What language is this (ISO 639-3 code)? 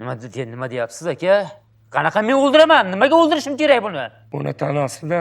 uzb